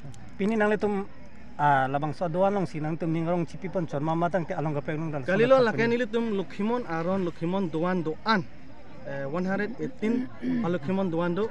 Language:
Karbi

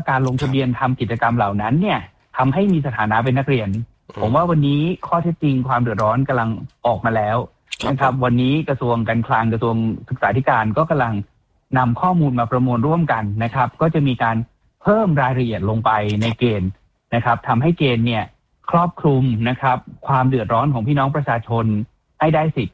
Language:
Thai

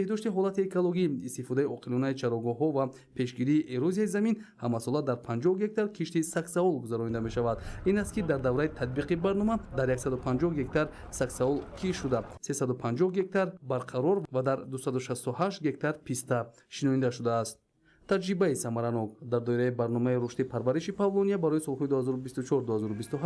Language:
Tajik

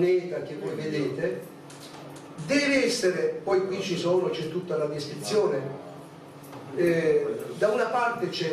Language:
Italian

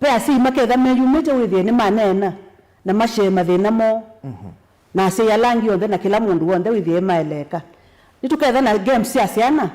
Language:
Kamba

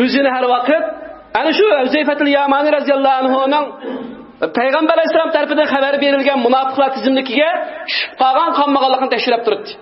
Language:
Uyghur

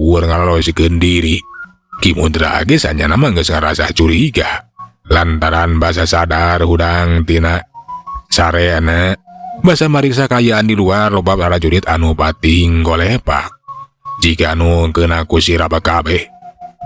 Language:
Sundanese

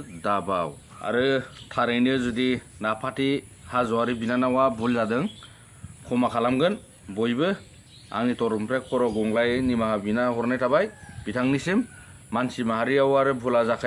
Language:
Bodo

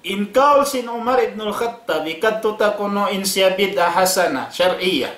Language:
Tausug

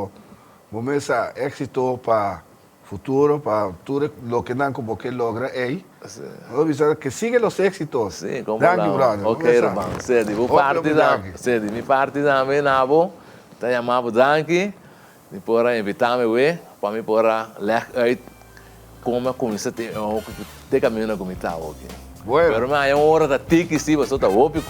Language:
Papiamento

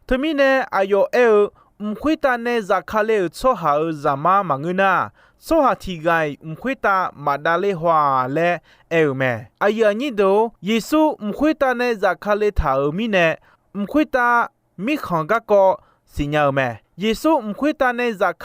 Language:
Akha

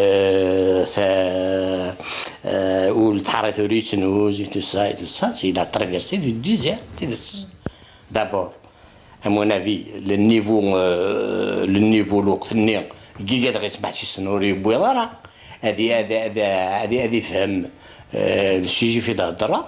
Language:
Kabyle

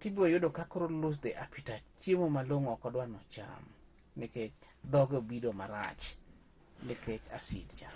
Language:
Luo (Kenya and Tanzania)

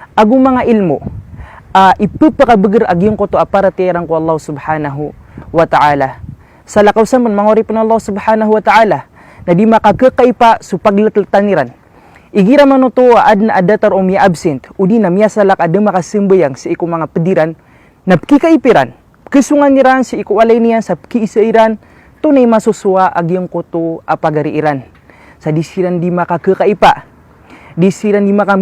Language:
Maranao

